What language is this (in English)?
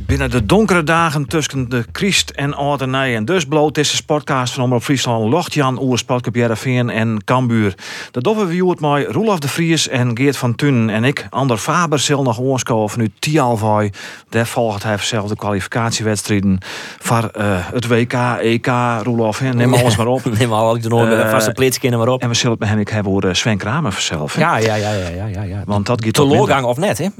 Western Frisian